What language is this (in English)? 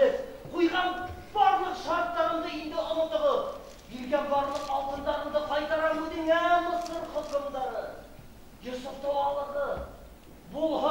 Bashkir